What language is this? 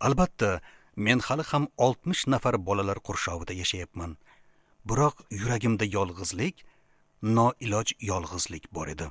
Uzbek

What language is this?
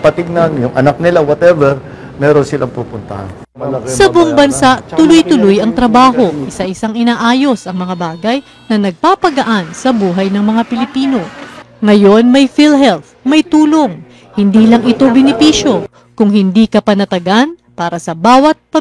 Filipino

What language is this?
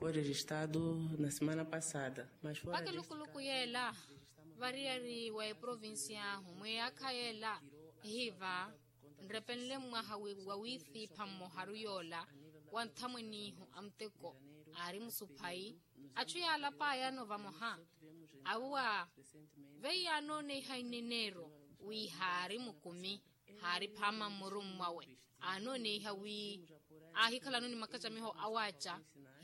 Makhuwa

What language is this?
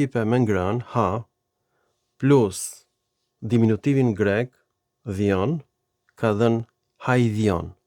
Albanian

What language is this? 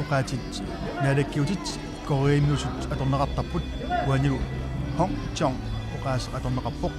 Kalaallisut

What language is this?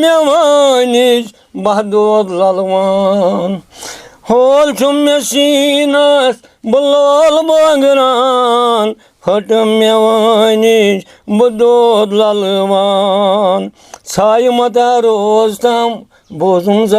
Kashmiri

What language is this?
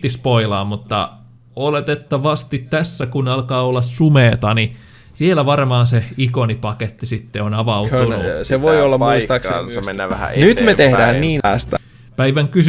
Finnish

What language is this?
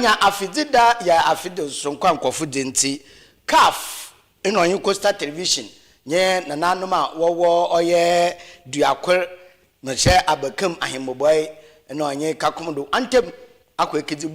Akan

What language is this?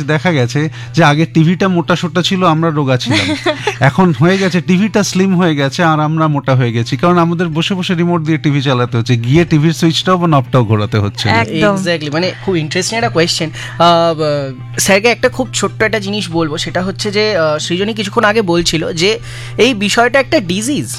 Bangla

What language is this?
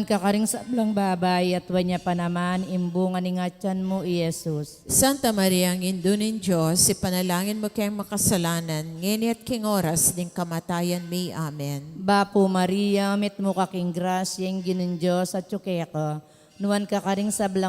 Pampanga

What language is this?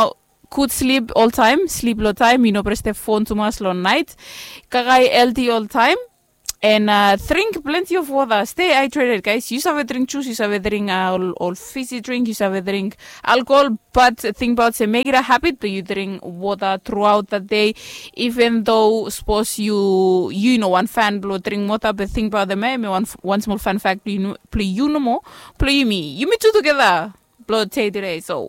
Bislama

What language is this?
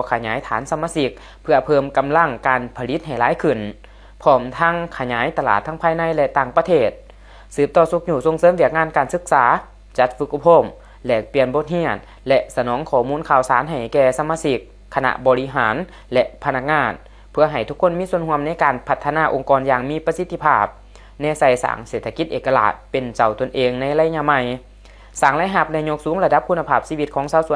Lao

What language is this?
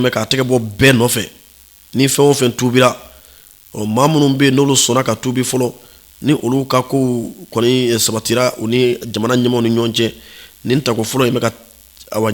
Bambara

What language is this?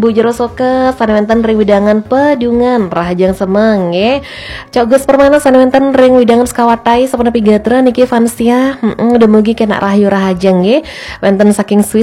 Balinese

